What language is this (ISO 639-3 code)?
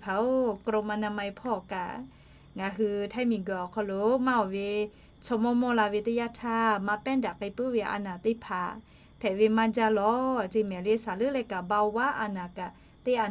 lhu